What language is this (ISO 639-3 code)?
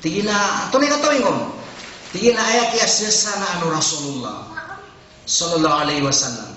mrw